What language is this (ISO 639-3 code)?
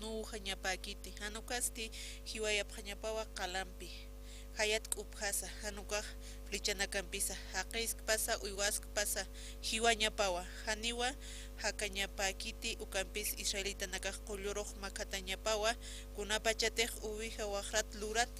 aym